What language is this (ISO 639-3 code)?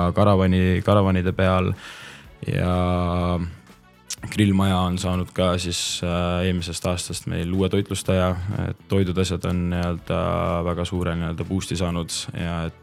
est